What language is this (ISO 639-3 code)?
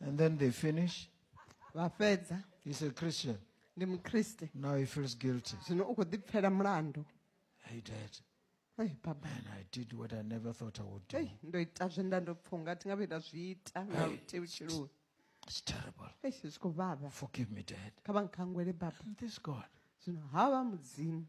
ven